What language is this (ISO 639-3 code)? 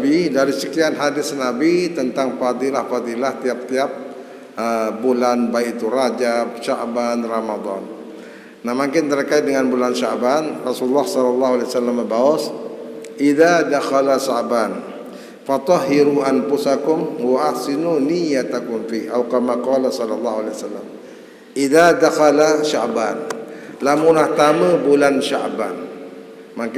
sas